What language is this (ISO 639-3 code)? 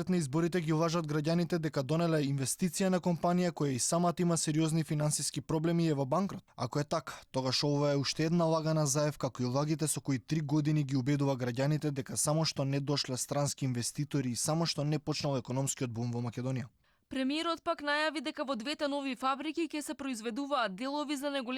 mkd